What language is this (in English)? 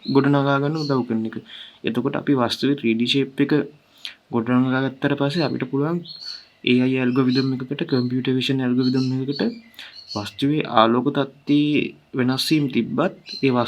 Sinhala